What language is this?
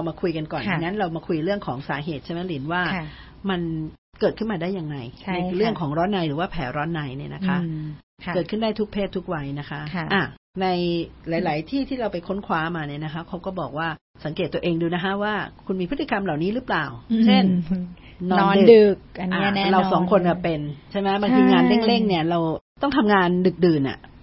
Thai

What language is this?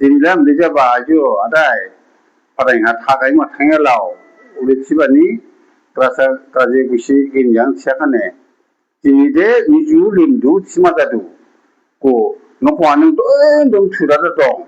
Dimasa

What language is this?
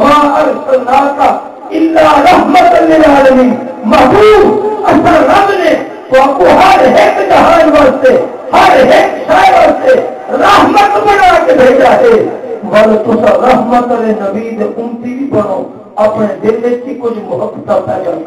Saraiki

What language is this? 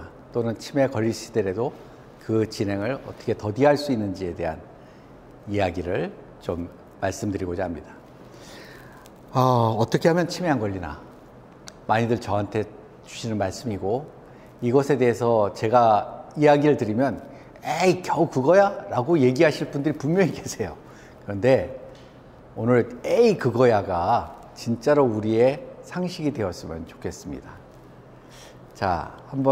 Korean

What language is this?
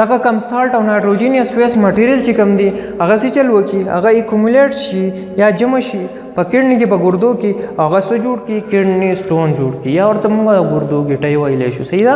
Pashto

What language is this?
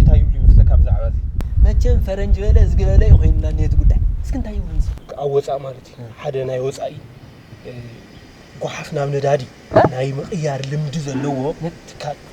Tigrinya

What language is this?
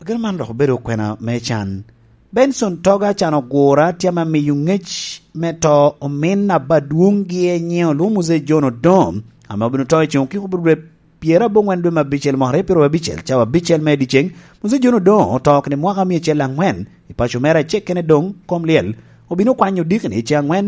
Lango (Uganda)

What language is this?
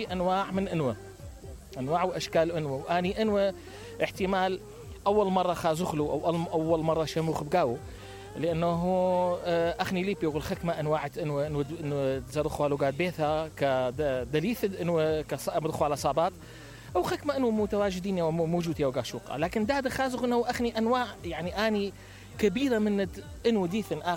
Mesopotamian Arabic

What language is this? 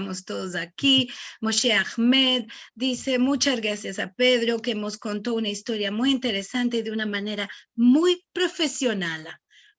Ladino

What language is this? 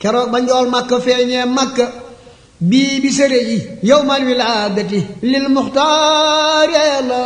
Wolof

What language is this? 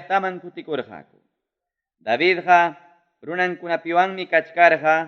Ayacucho Quechua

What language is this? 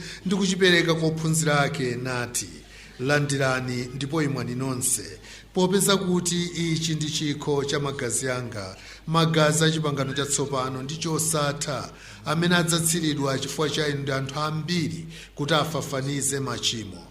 Nyanja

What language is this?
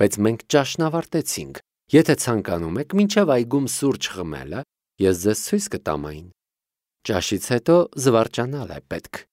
Armenian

